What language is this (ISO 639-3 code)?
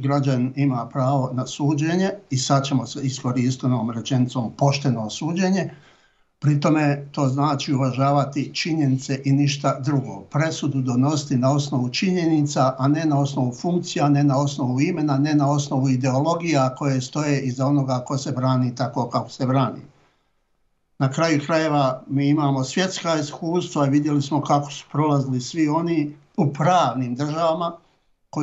bos